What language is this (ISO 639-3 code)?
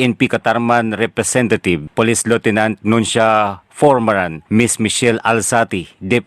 war